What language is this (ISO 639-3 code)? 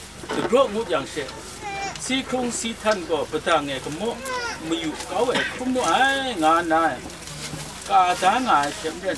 kac